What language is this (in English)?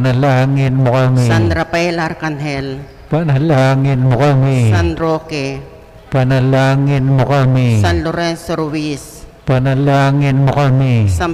Pampanga